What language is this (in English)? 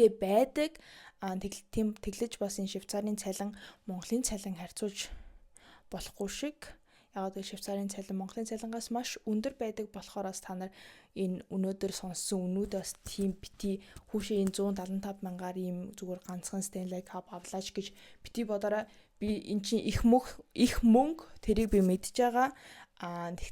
Mongolian